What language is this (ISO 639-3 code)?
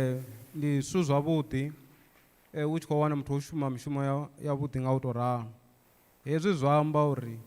ven